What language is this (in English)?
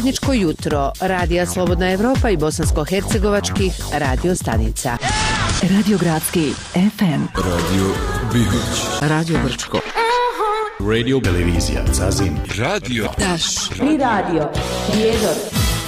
Bosnian